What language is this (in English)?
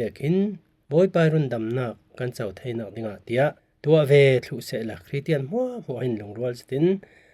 Falam Chin